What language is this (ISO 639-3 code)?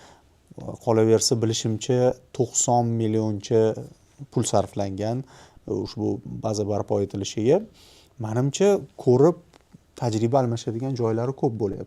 uzb